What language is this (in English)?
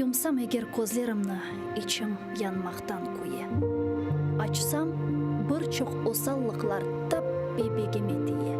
Crimean Tatar